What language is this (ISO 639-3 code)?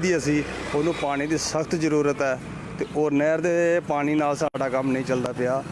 doi